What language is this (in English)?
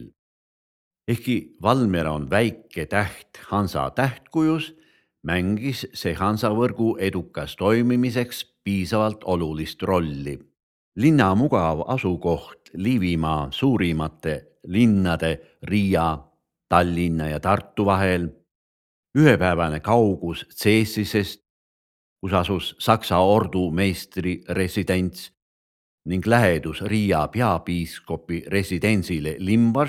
Estonian